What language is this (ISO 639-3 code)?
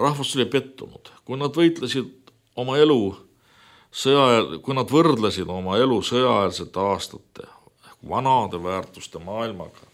est